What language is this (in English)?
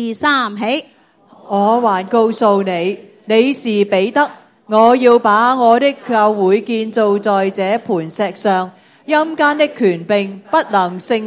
Cantonese